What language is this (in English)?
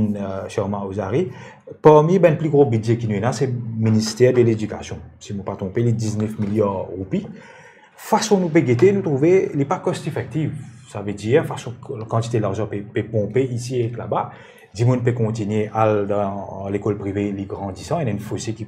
Morisyen